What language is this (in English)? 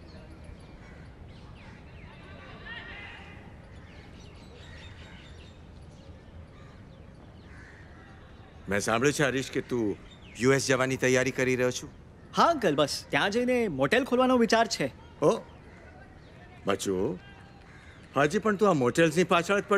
Gujarati